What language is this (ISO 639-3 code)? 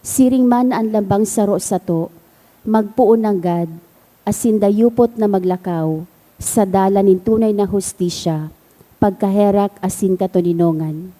bik